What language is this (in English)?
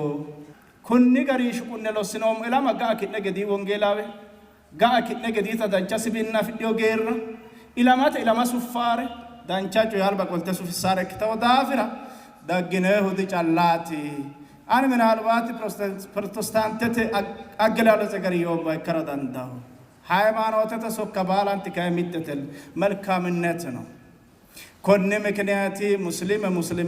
Sidamo